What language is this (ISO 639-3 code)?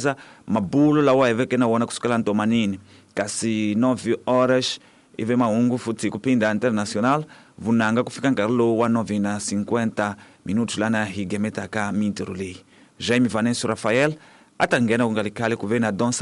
tso